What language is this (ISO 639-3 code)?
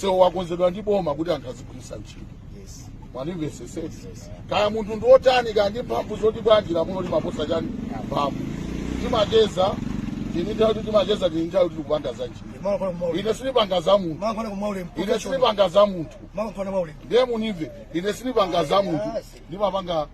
nya